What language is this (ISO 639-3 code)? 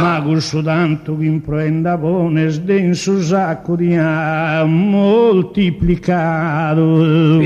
srd